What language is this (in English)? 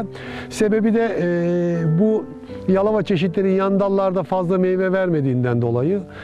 Turkish